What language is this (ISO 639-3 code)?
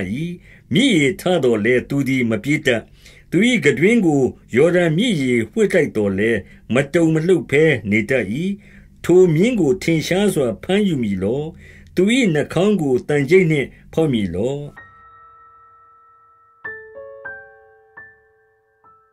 mya